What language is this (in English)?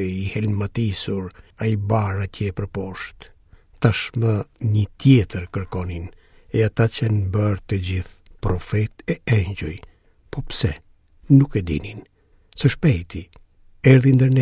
Albanian